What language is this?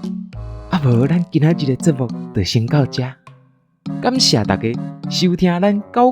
Min Nan Chinese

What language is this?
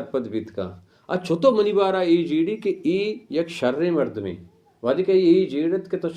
Baluchi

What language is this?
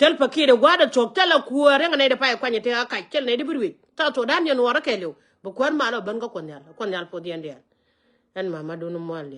Nuer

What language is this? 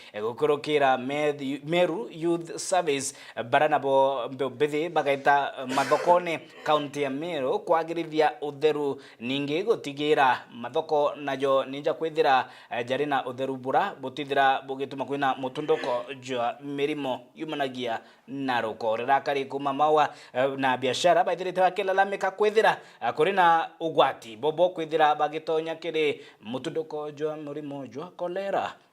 Meru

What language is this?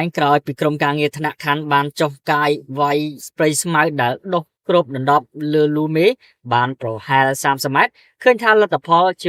Khmer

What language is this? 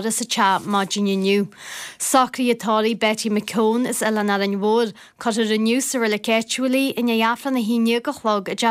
Irish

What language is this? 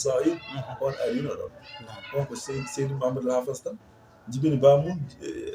Fula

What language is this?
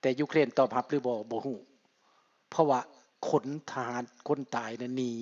Lao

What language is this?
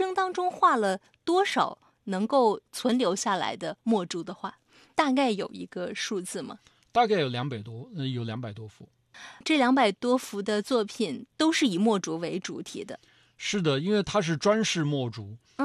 Chinese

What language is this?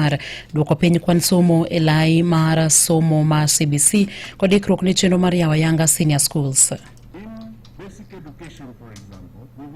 Luo (Kenya and Tanzania)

